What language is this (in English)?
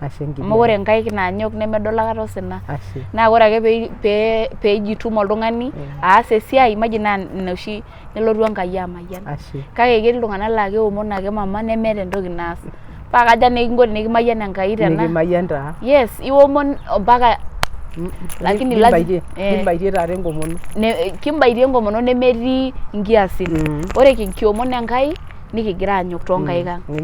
Masai